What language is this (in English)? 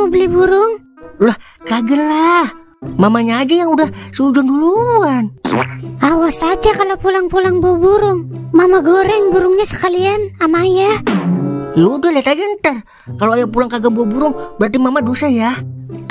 Betawi